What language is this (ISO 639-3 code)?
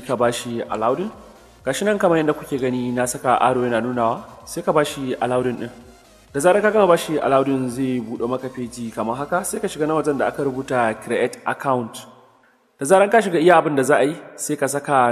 hau